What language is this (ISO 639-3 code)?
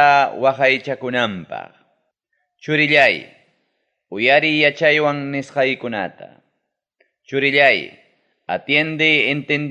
quy